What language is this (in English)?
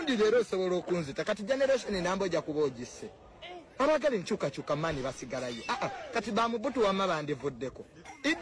Ganda